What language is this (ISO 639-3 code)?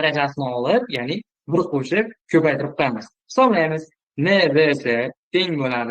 uzb